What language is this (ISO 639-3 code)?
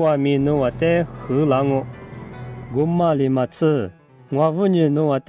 lis